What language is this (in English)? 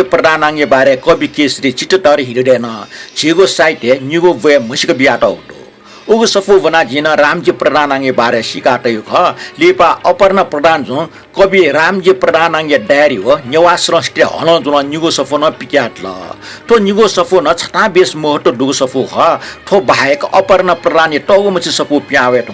Newari